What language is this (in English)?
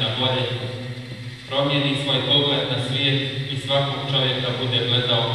Bosnian